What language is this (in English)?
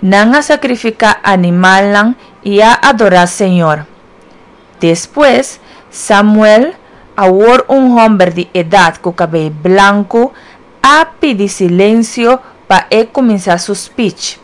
Papiamento